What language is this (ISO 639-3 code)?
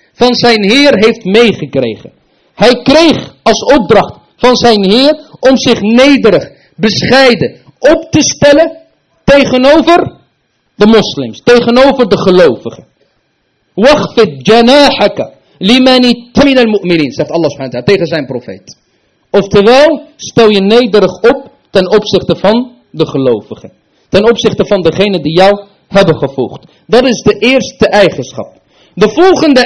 nld